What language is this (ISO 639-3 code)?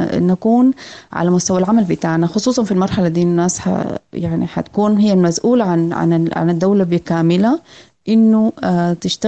apd